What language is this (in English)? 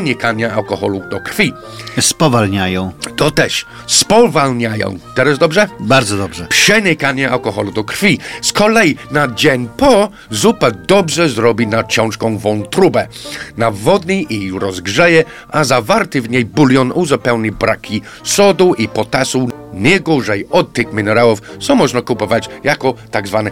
Polish